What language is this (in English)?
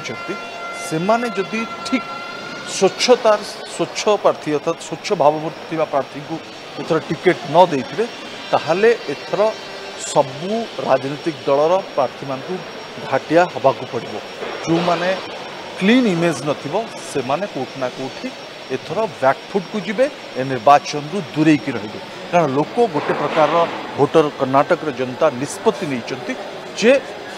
Odia